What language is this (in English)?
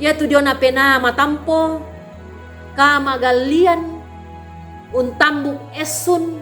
Toraja-Sa'dan